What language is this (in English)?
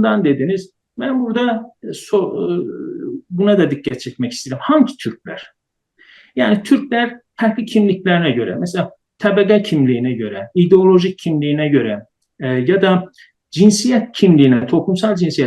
South Azerbaijani